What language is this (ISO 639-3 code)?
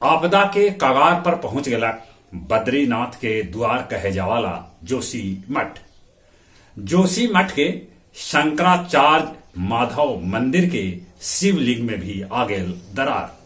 mag